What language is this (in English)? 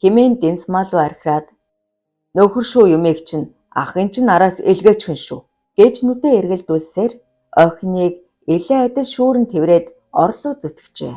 Mongolian